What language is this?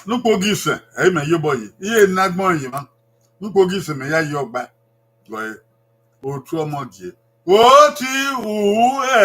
Bini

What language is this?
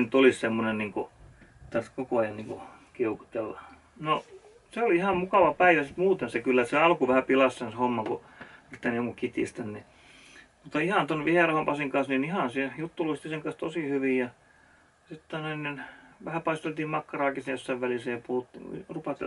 Finnish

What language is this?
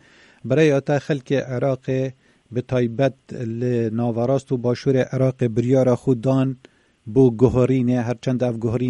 Kurdish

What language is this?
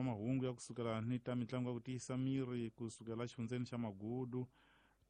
Tsonga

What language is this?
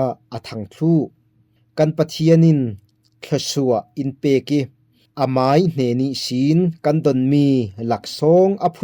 Falam Chin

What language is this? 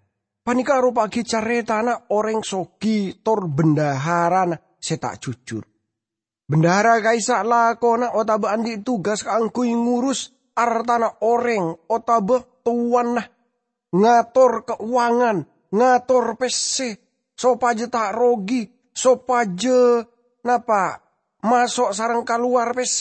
Madurese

